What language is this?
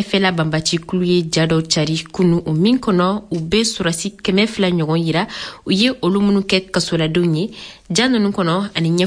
Bambara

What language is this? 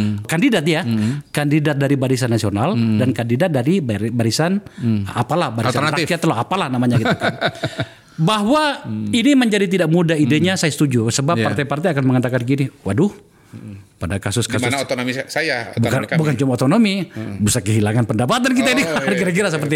Indonesian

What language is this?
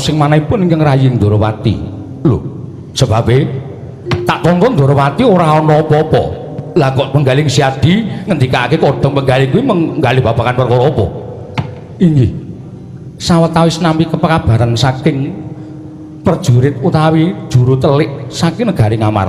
Javanese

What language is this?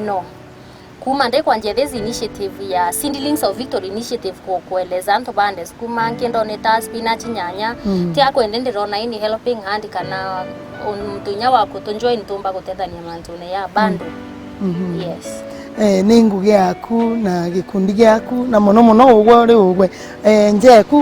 Meru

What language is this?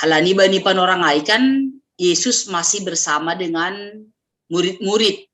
Batak Simalungun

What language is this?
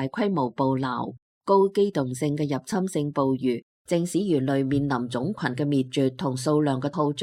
Cantonese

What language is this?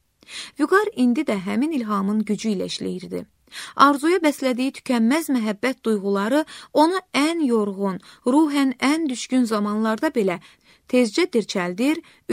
Azerbaijani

